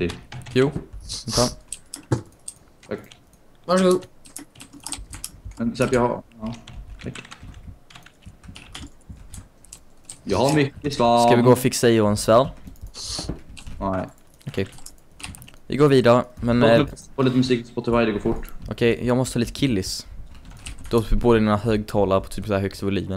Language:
Swedish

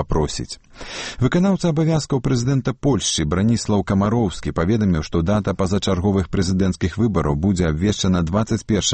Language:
Belarusian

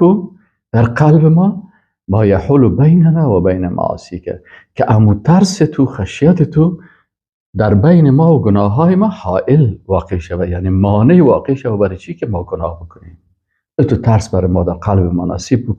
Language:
Persian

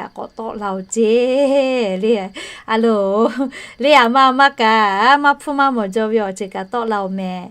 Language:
Lahu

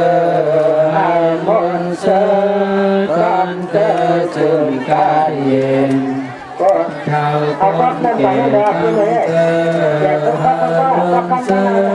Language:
Shan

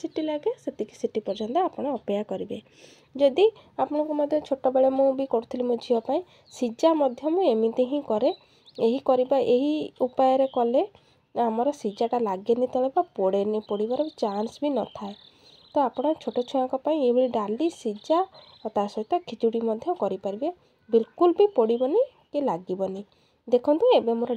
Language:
Odia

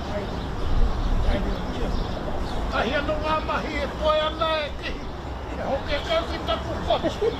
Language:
Māori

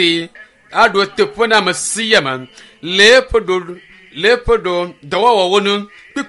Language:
Ewe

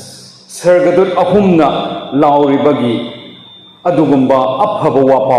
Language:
Manipuri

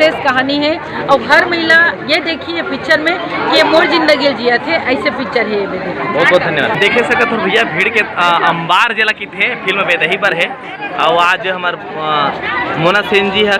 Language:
Chhattisgarhi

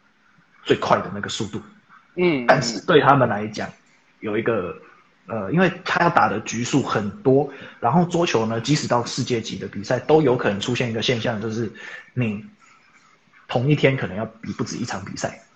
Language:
Chinese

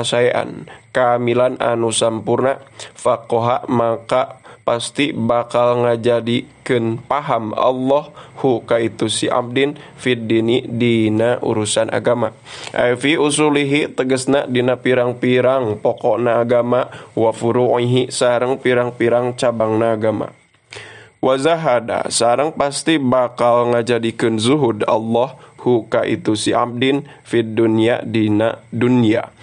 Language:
Sundanese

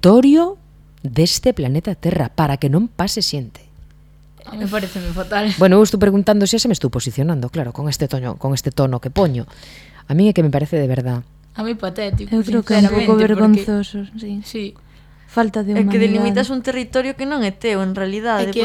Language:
Galician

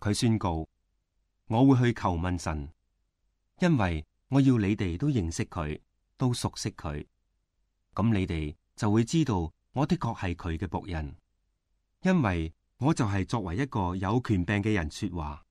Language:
Cantonese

